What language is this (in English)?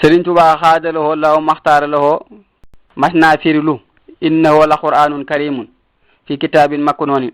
Wolof